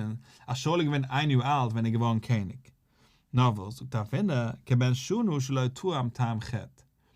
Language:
Yiddish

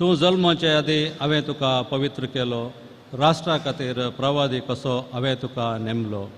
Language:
Konkani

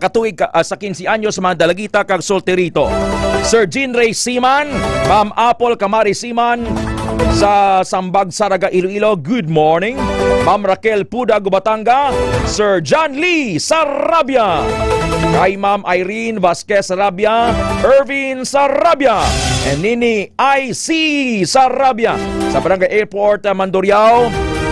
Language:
Hiligaynon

